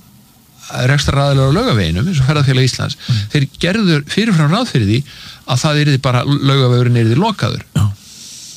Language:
Icelandic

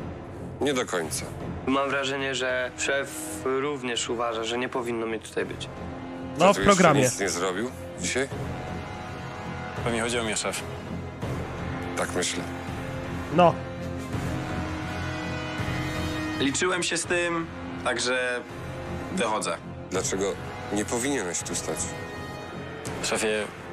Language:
Polish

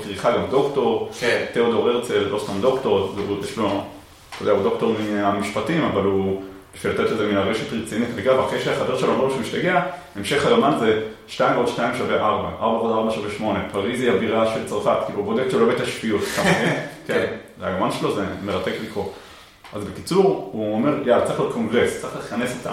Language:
Hebrew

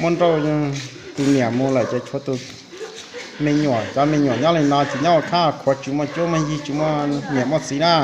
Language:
Hmong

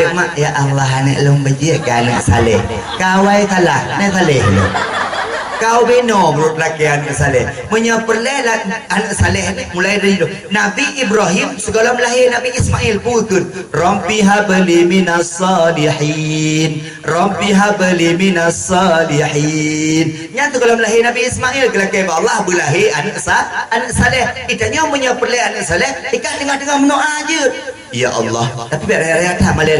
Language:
Achinese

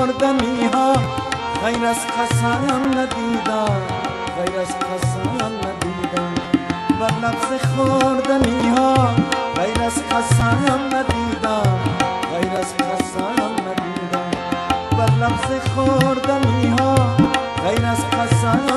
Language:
Persian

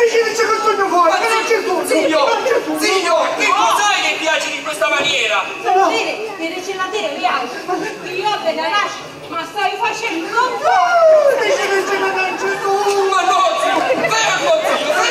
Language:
Sicilian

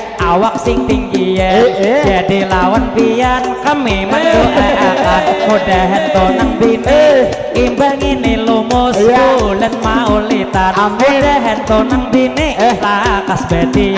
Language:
Banjar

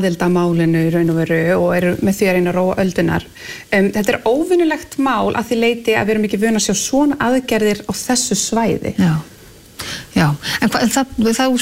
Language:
Icelandic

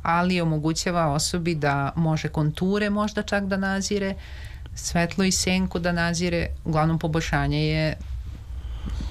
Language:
Serbian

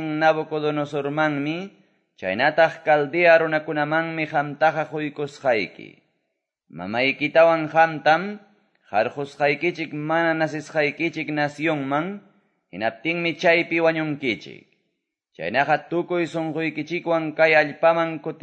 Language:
Quechua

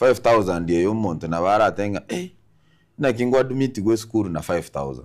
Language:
Gusii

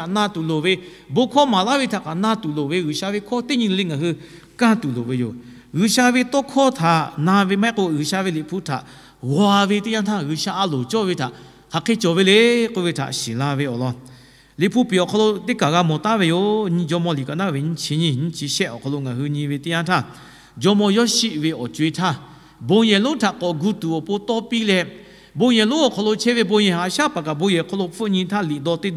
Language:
Lahu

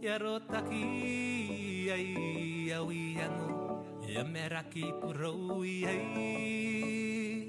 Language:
Fijian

